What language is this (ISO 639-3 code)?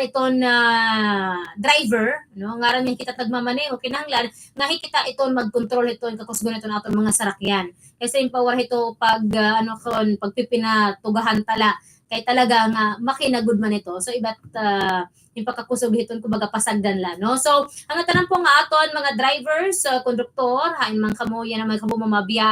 war